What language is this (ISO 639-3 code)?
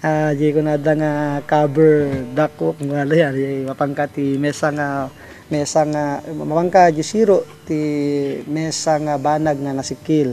ilo